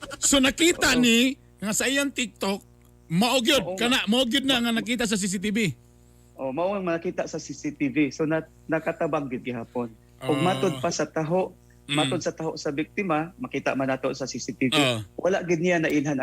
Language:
Cebuano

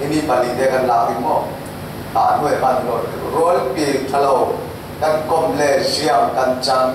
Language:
Falam Chin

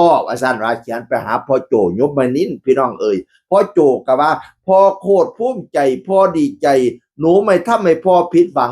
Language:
Northeastern Thai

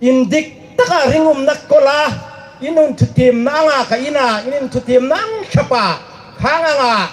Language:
Hmar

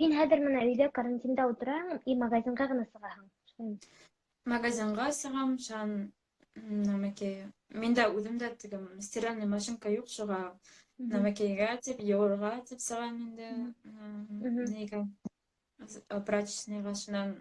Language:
Bashkir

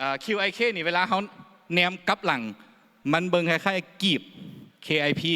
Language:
Lao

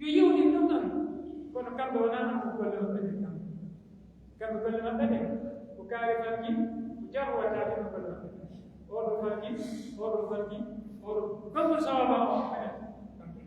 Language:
Pular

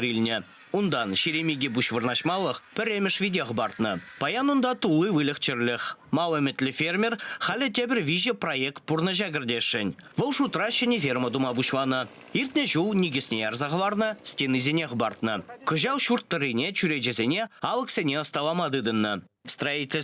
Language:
Chuvash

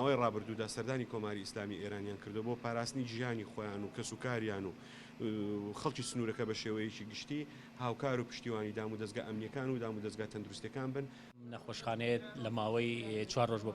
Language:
Central Kurdish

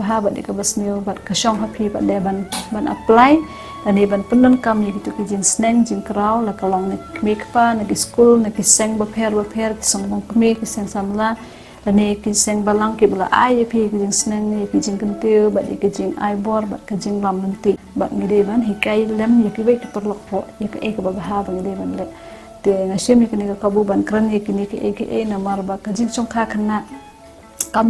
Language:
Khasi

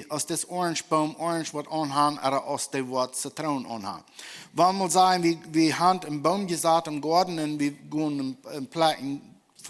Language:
Plautdietsch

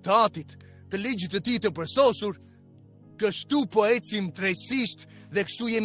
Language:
Albanian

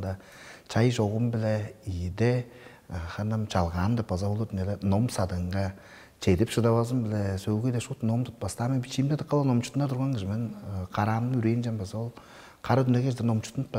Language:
Tuvinian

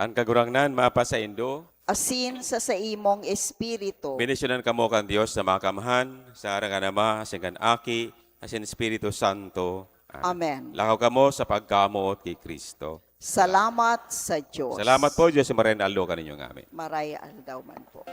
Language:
Bikol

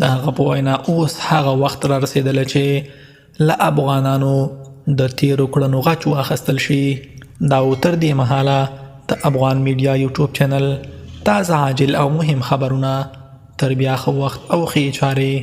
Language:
Pashto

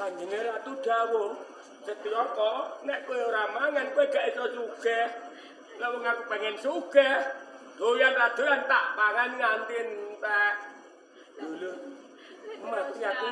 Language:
Javanese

